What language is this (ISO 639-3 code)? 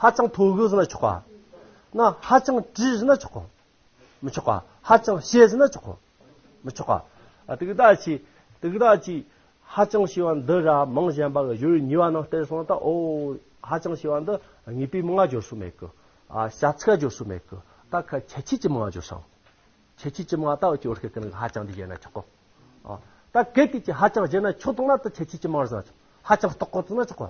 adx